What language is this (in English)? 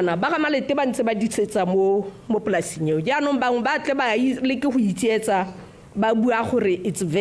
Tswana